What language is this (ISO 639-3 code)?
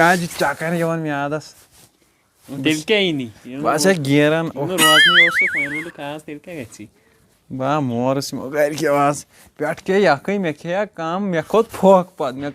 kas